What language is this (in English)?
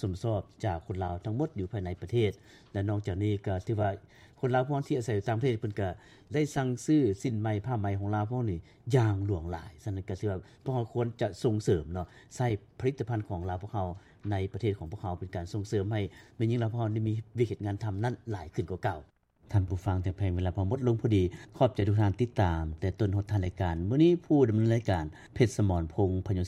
Lao